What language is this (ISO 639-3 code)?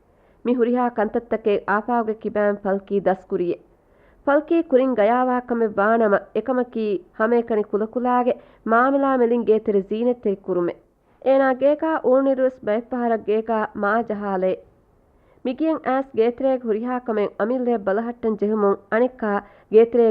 div